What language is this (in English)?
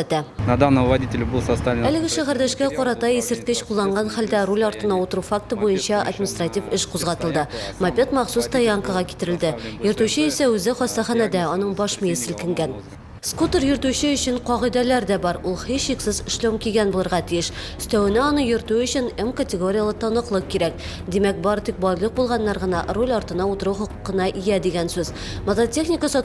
Tatar